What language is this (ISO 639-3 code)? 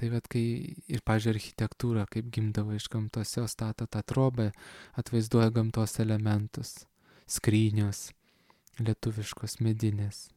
lit